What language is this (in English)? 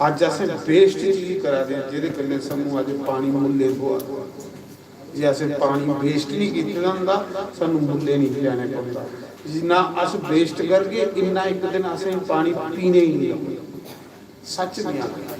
Dogri